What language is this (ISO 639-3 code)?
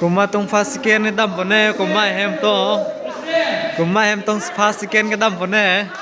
mjw